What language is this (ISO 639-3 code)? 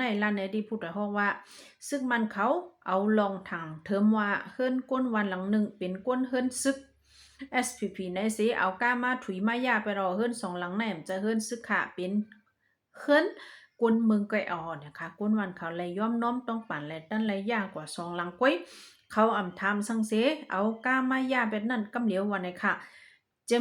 shn